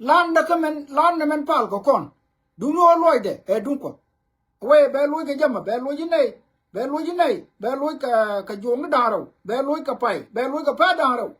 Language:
Nuer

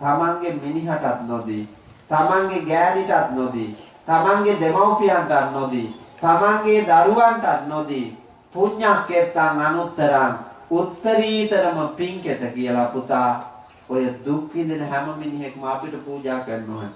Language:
Sinhala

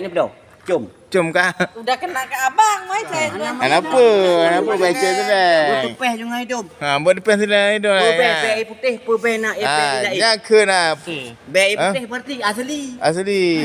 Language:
Achinese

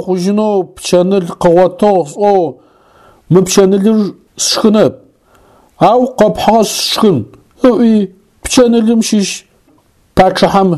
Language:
Adyghe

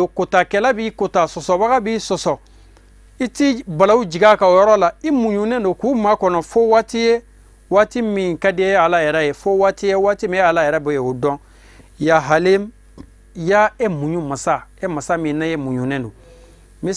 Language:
Bambara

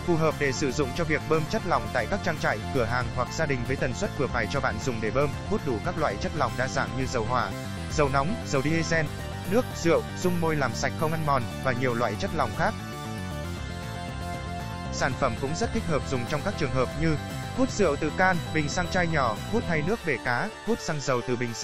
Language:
Vietnamese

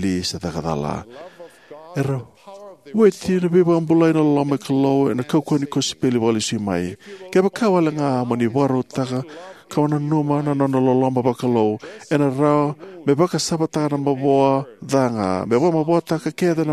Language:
Fijian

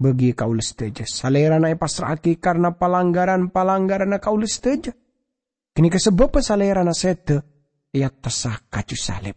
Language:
Madurese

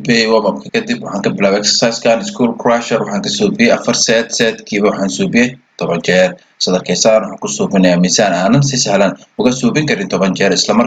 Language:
Somali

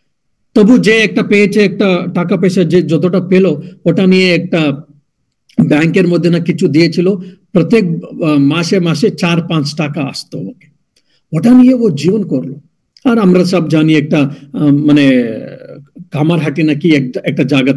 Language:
Bangla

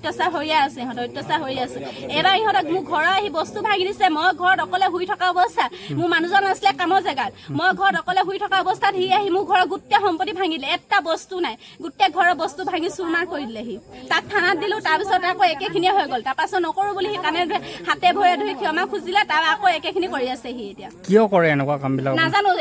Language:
Assamese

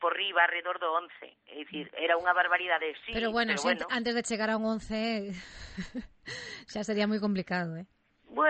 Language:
Galician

